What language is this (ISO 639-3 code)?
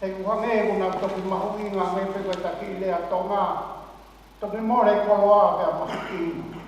ton